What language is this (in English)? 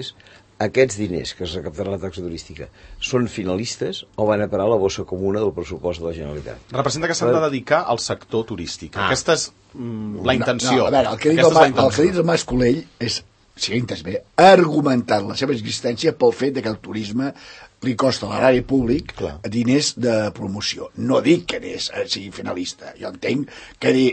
Catalan